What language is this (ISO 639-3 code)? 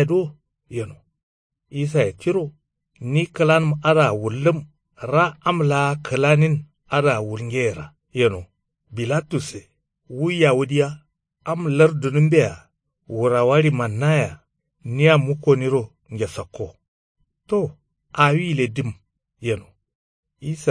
kau